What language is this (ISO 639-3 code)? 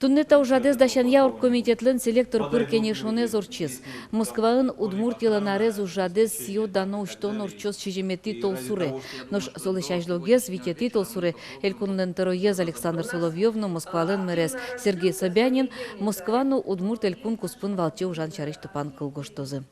udm